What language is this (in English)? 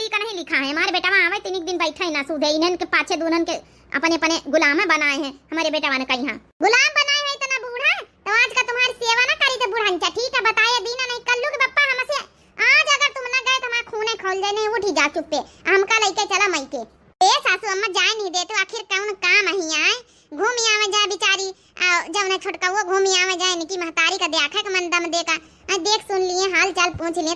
Awadhi